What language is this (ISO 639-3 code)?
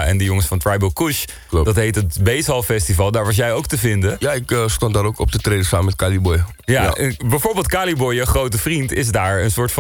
nld